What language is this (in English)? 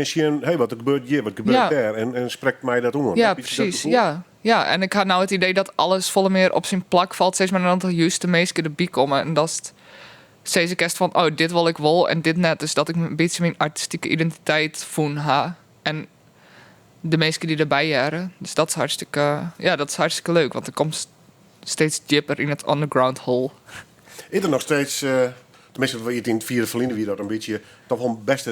Western Frisian